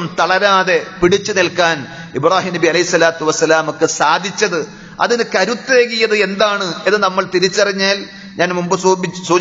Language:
Malayalam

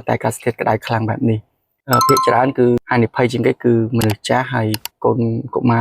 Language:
Khmer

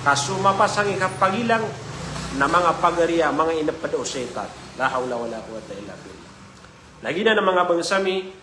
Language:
Maranao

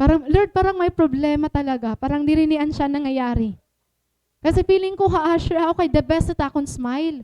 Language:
Waray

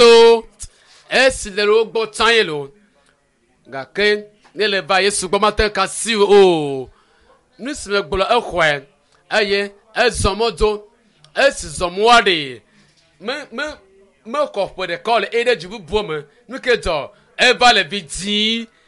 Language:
Ewe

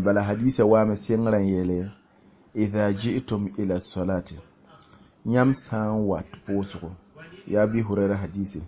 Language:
Mossi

